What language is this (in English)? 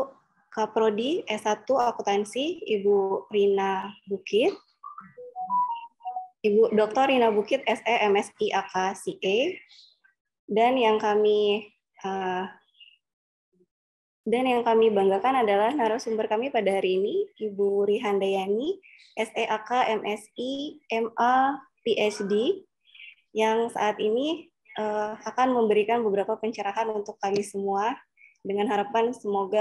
Indonesian